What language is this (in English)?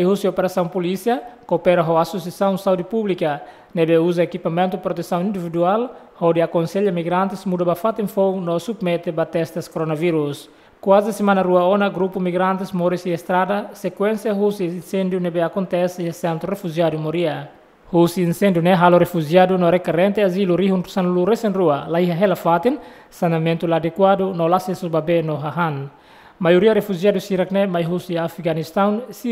Tetum